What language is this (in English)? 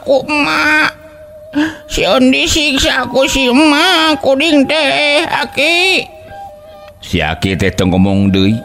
Sundanese